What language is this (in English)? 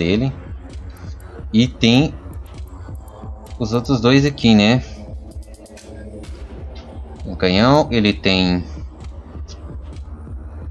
Portuguese